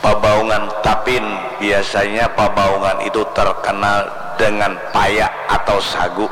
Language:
Banjar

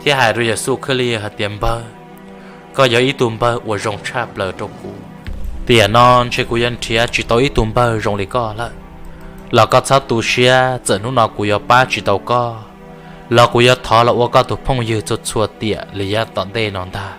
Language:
Hmong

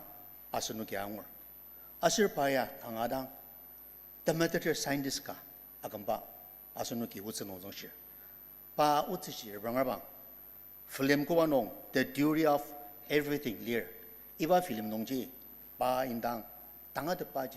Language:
Ao Naga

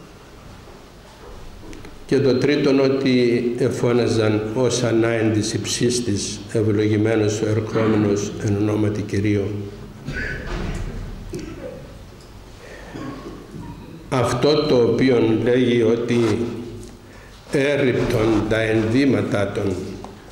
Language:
Greek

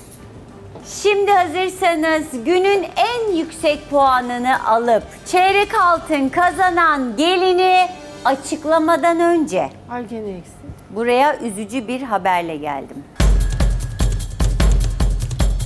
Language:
Turkish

